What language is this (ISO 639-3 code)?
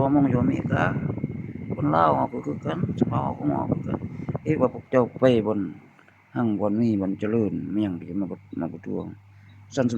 lao